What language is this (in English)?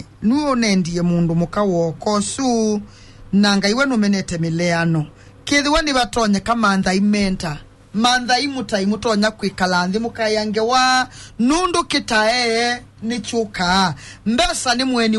Kamba